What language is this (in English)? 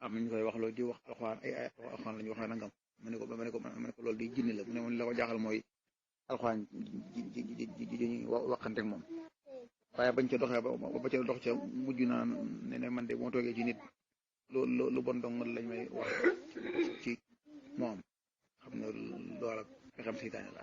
Wolof